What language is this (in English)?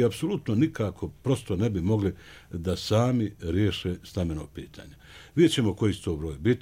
Bosnian